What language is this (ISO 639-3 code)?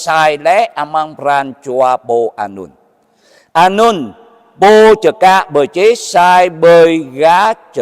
jra